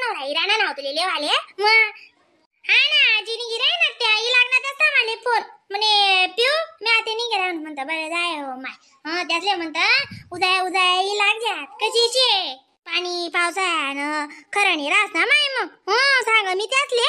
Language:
Khandesi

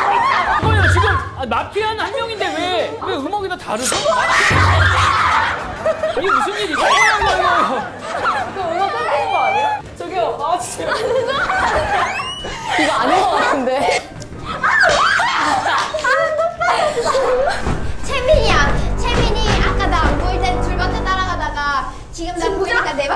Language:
Korean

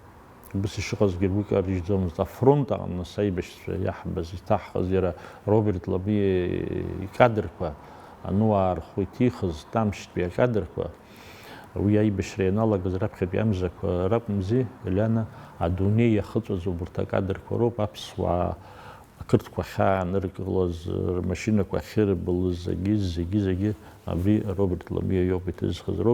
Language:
Abkhazian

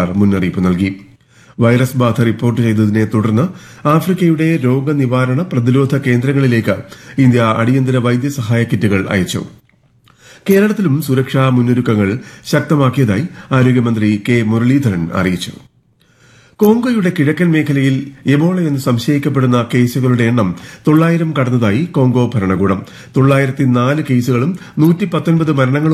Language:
Malayalam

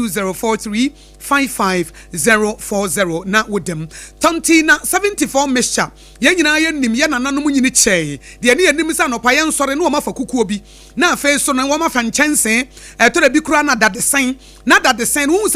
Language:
Akan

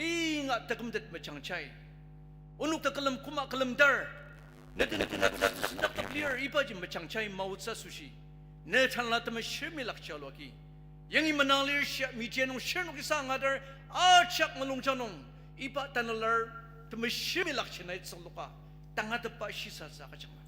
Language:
Ao Naga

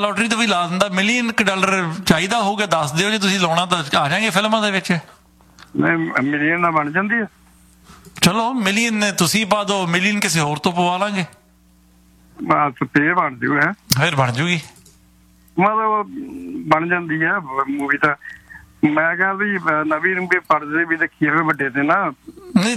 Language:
Punjabi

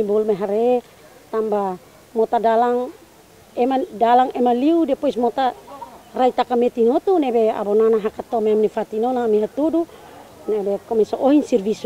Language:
Tetum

